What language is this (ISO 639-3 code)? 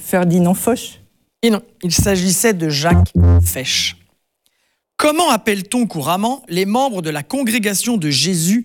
fra